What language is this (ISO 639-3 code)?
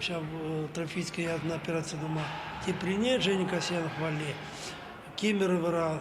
chv